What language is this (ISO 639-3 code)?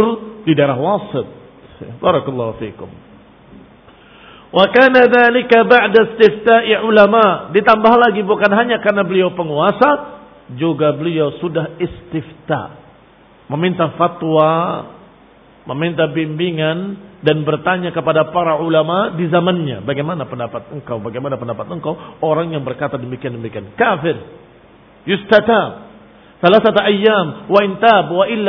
ind